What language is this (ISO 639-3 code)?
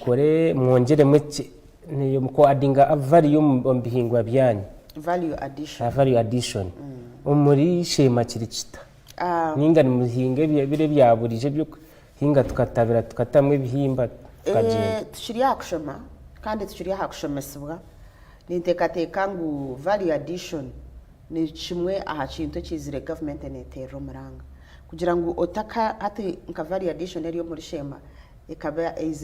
nyn